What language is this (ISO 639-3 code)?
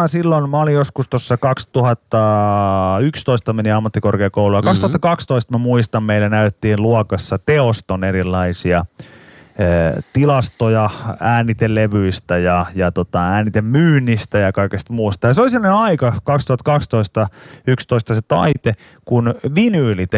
fin